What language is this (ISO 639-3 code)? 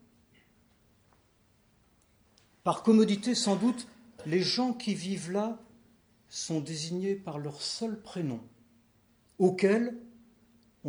fra